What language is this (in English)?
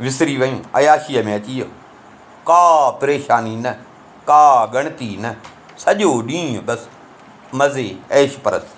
Sindhi